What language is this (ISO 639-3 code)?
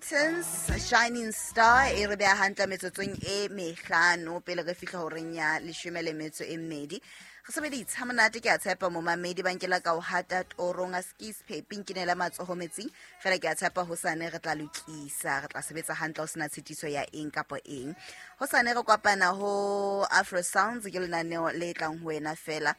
sot